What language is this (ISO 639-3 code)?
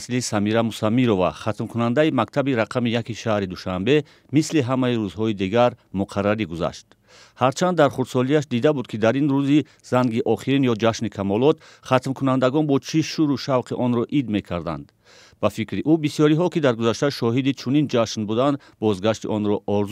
tgk